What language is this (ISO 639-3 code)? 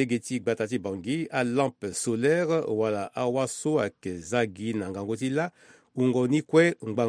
sag